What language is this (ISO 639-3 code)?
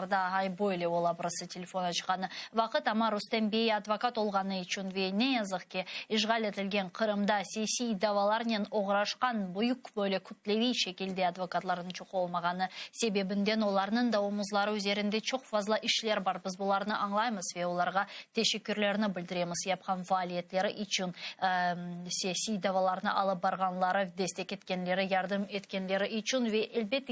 crh